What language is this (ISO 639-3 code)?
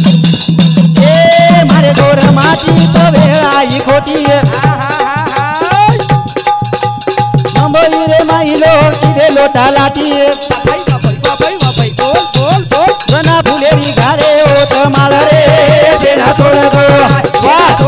lmn